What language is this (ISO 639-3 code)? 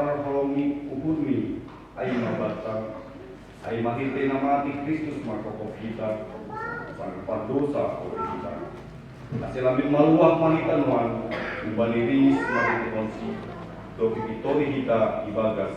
bts